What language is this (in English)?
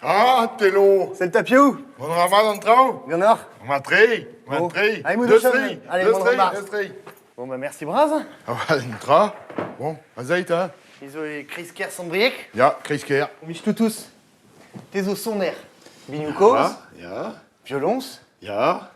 Breton